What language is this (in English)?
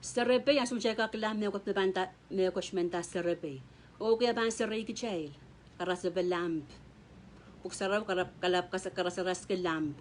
Pohnpeian